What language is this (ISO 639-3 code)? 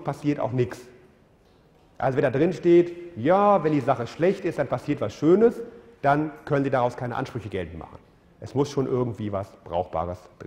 deu